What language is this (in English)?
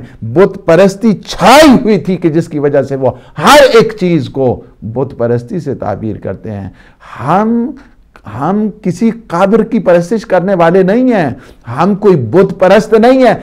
Urdu